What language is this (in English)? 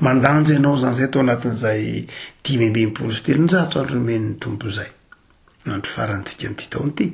Malagasy